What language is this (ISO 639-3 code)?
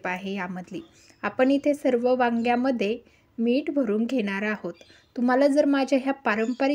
mar